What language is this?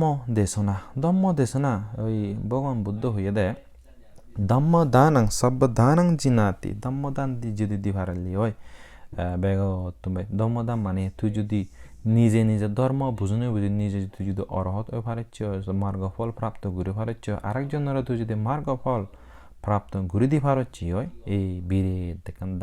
Chakma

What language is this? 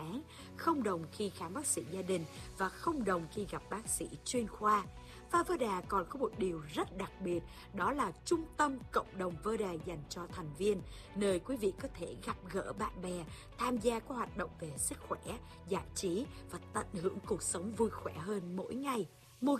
Vietnamese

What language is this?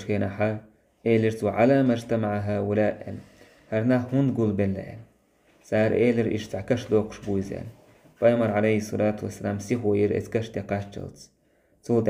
Chechen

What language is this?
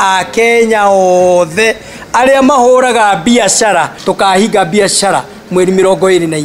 Kikuyu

